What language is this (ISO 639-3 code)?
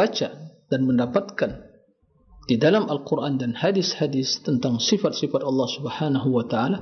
ind